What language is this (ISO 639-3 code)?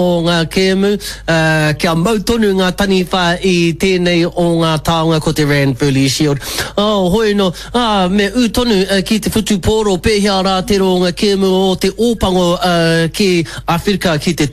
mri